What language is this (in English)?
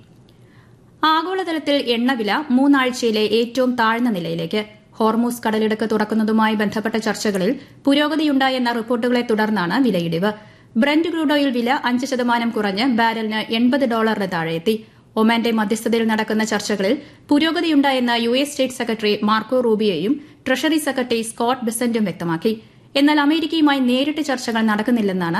Malayalam